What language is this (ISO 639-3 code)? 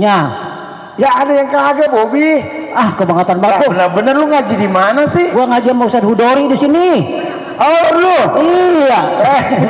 bew